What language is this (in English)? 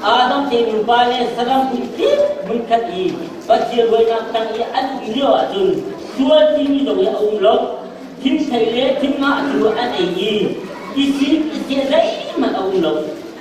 Hakha Chin